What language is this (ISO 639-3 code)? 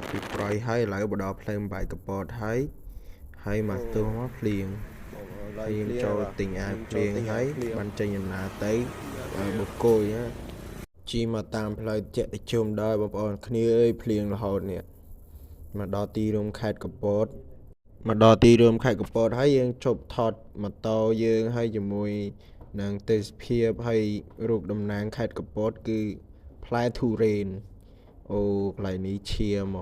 khm